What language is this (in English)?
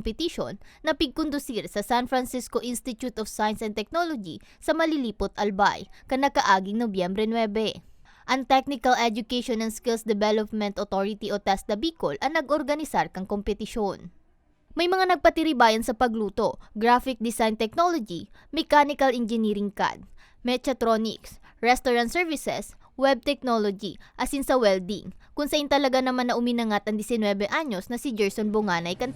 Bikol